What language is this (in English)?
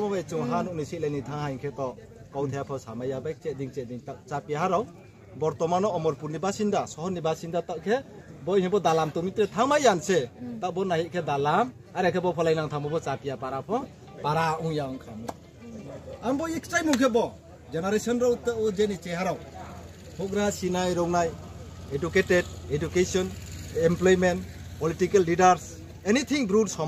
Riang (India)